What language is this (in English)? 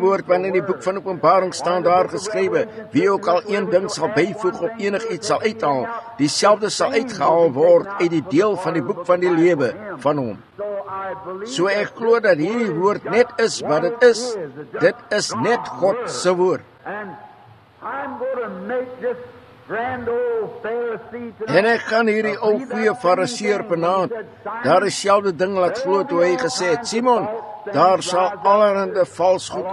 Afrikaans